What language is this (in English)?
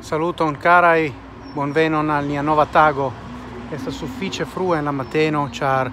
Esperanto